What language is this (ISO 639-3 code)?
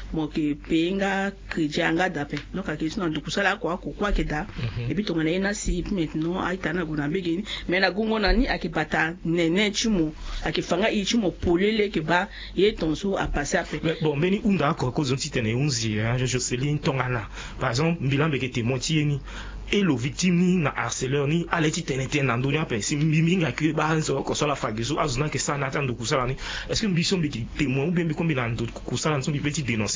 sag